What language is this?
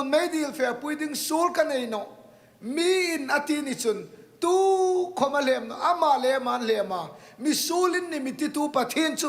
Hmar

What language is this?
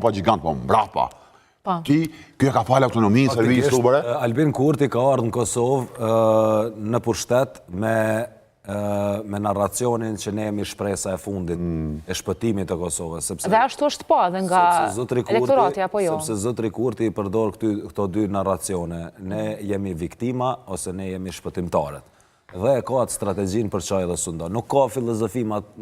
Albanian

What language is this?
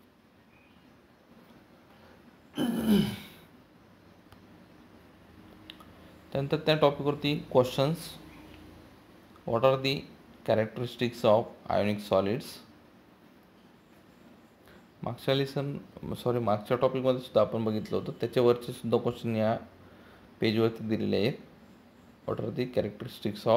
Marathi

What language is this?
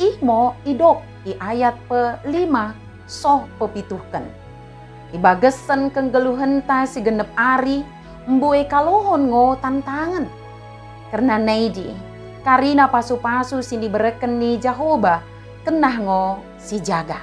Batak Dairi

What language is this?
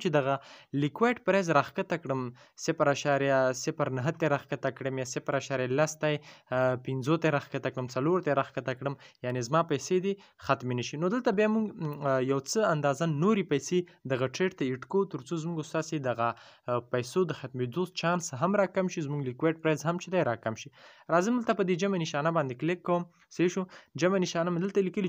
Pashto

